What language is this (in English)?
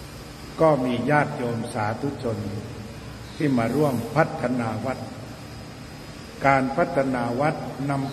Thai